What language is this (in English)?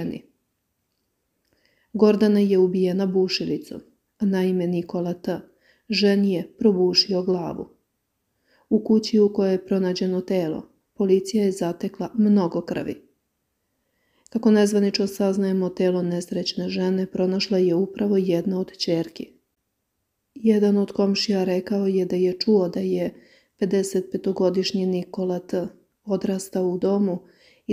Serbian